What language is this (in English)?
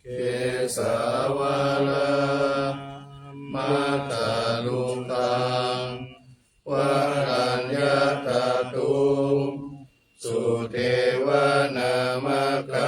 Pali